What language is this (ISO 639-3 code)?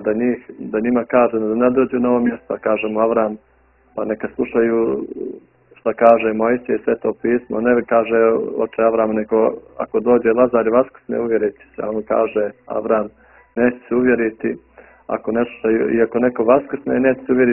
bos